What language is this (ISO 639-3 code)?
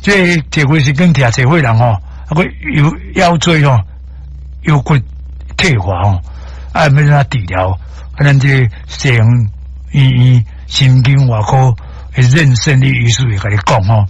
nan